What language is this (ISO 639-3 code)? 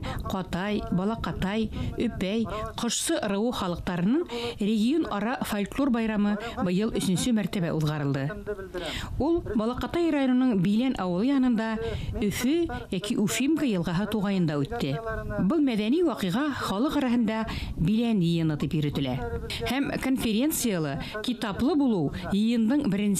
bak